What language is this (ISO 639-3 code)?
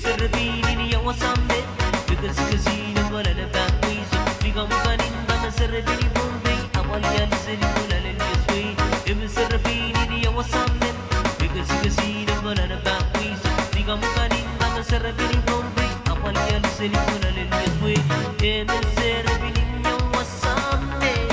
pon